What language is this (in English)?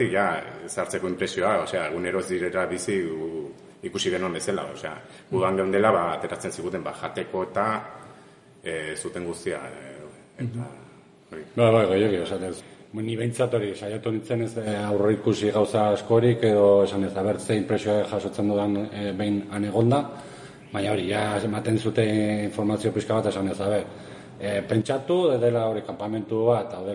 Basque